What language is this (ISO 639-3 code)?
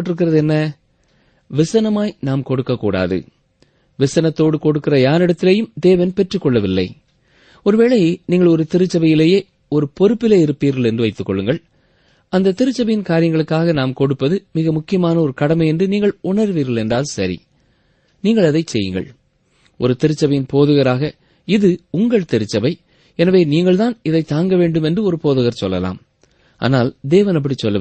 tam